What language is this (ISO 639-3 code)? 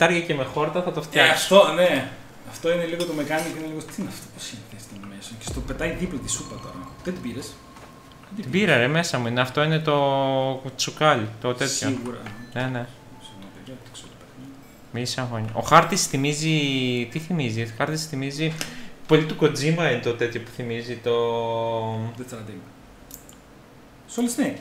ell